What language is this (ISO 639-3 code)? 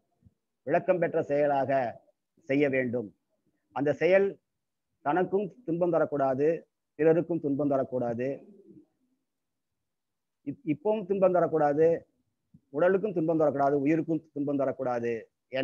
tam